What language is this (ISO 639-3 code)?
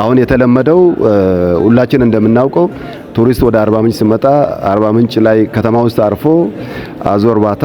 amh